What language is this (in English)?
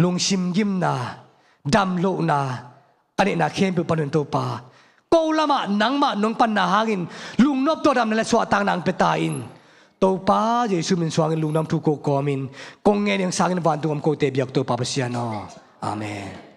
Tedim Chin